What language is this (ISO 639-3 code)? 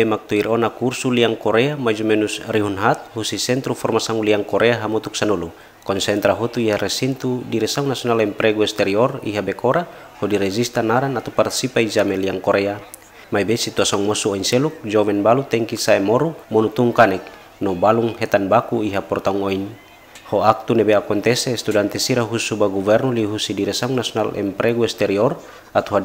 tet